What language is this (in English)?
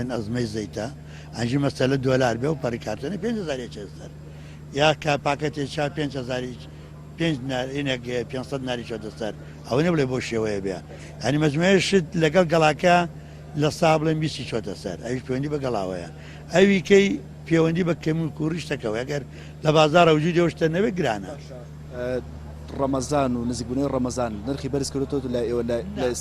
Central Kurdish